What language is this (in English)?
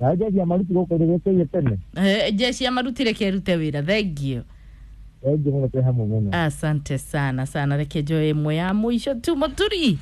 Kikuyu